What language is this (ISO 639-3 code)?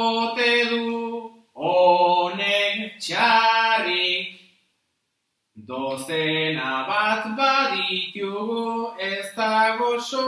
eus